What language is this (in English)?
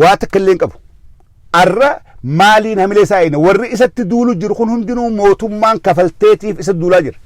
Oromo